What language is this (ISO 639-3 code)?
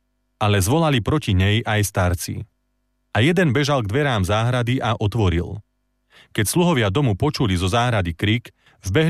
slk